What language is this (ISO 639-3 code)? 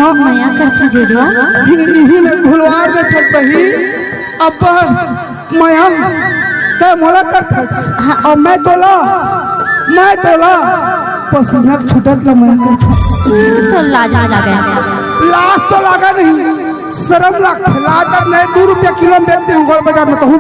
hne